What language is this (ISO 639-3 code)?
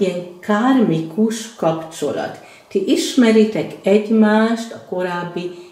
hun